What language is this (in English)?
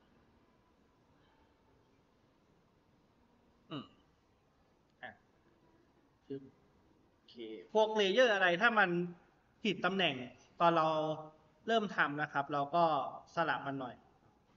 Thai